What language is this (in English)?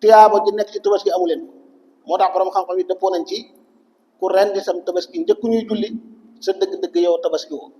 Wolof